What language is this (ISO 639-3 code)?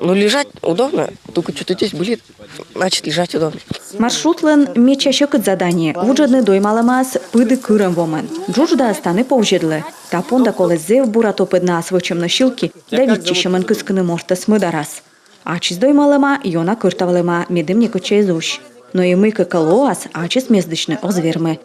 kom